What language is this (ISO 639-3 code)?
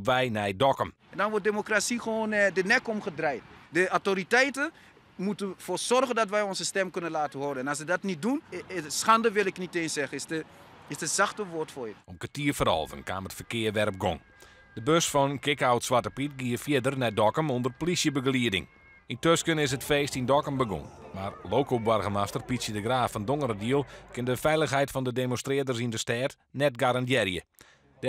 fry